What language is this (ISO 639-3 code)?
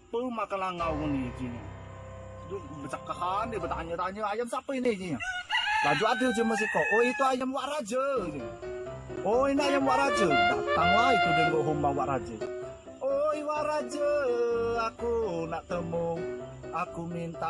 mui